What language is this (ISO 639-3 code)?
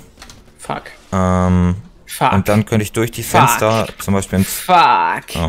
deu